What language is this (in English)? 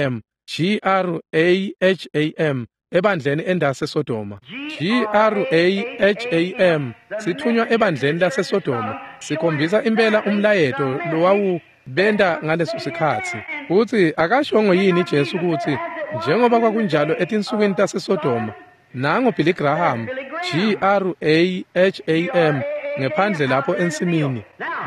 Swati